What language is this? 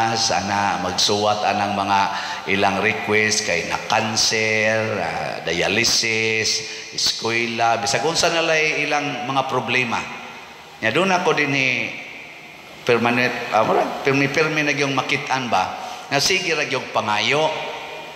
Cebuano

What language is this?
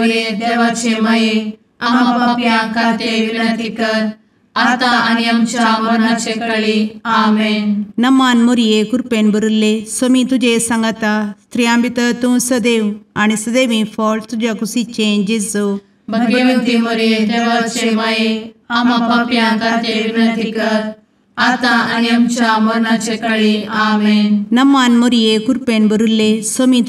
Konkani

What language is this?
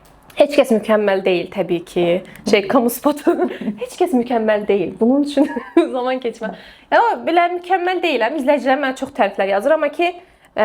Azerbaijani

